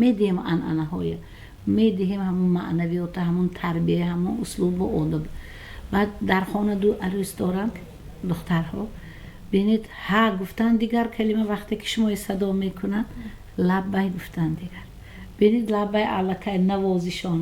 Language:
Tajik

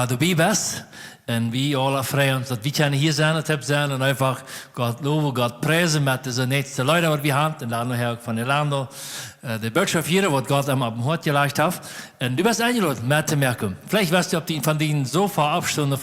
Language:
Plautdietsch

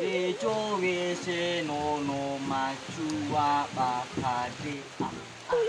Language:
Nias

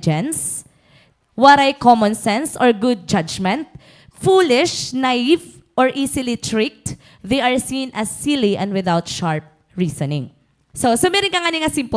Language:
Waray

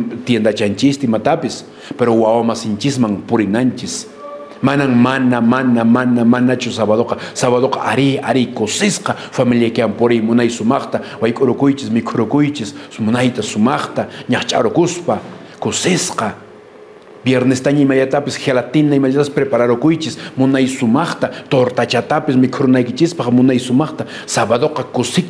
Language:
Quechua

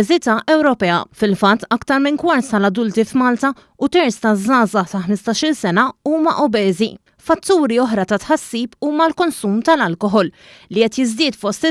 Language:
Maltese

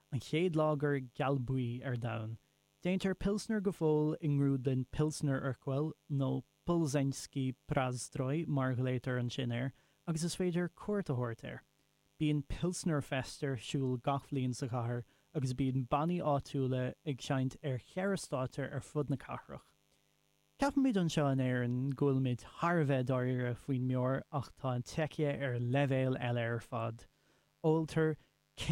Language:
Irish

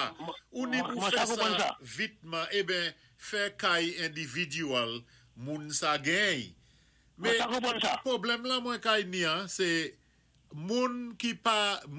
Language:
Saint Lucian Creole French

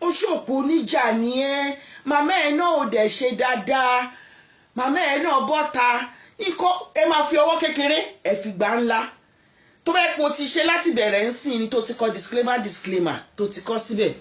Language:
Yoruba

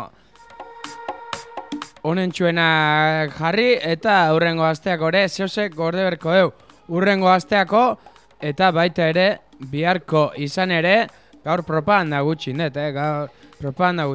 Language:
Basque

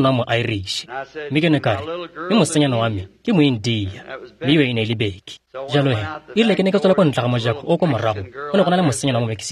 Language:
Tswana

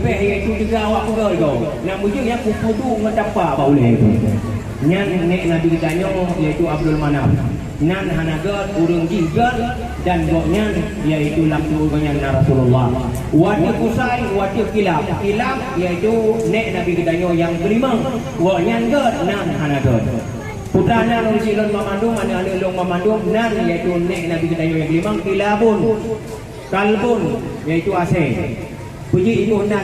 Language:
Achinese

